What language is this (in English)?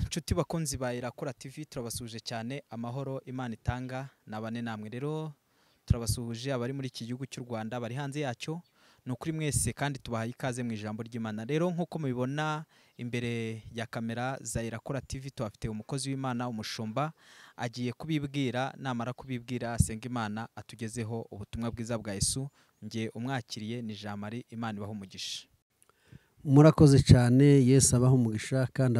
Kinyarwanda